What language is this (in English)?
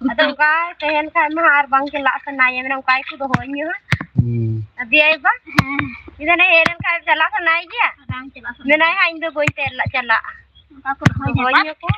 Santali